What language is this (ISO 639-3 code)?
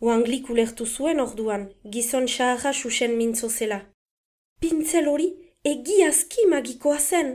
eus